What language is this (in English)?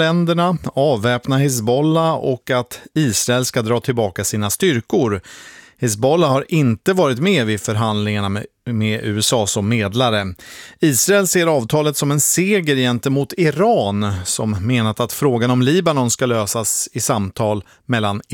Swedish